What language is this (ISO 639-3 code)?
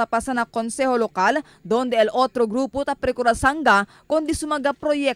cbk